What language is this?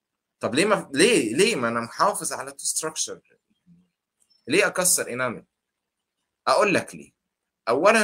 Egyptian Arabic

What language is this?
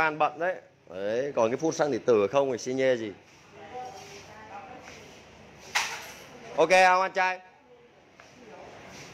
Vietnamese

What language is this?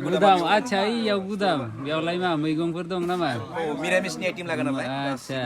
Bodo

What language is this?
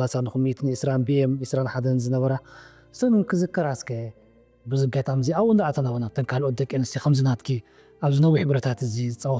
Tigrinya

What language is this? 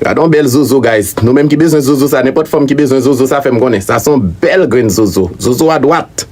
Haitian Creole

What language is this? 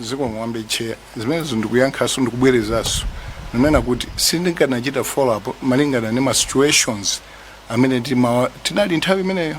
Nyanja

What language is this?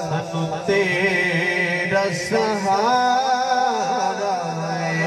Saraiki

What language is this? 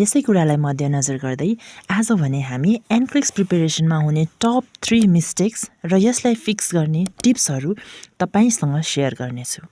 Nepali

